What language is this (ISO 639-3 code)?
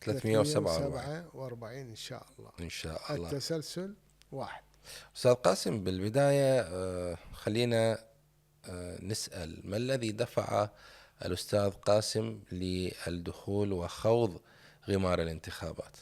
acm